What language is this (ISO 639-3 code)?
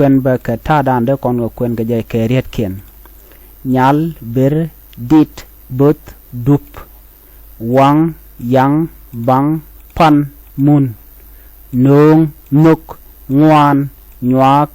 nus